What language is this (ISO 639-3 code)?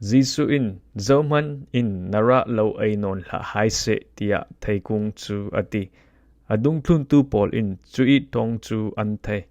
cfm